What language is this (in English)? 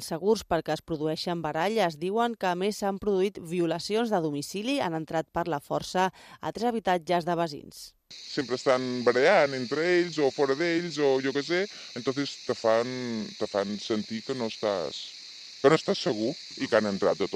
Catalan